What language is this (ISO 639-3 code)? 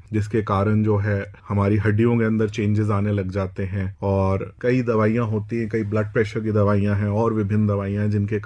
hin